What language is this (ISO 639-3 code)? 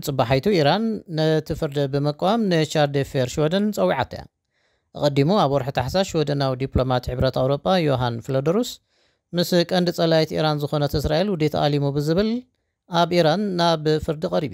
tir